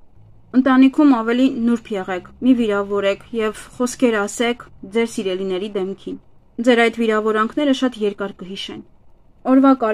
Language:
Armenian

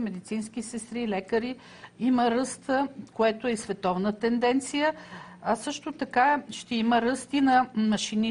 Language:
Bulgarian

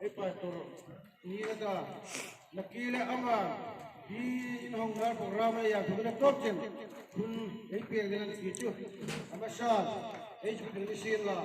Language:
Hmar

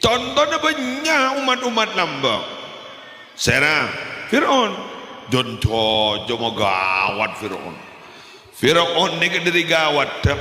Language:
Madurese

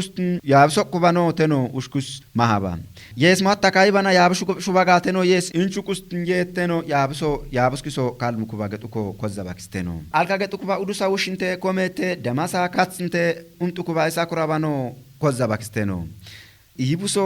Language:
Kafa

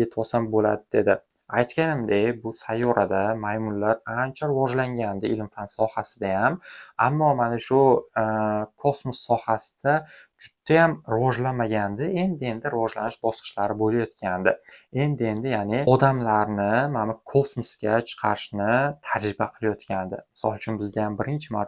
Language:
Uzbek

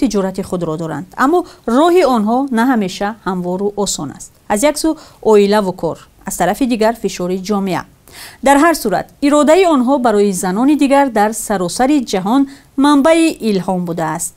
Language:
Tajik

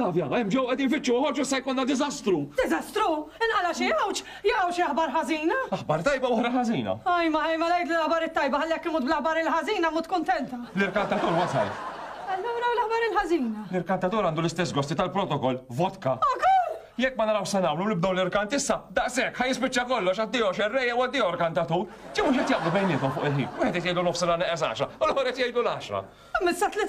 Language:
Maltese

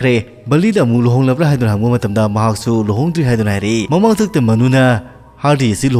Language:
Manipuri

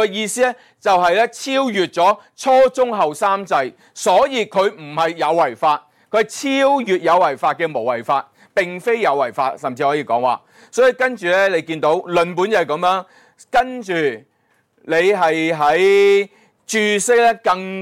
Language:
Cantonese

